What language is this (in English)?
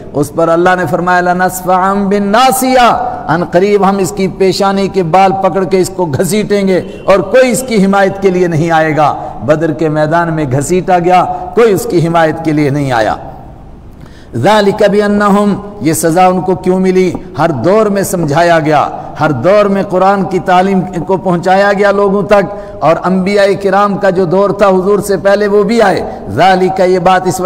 Urdu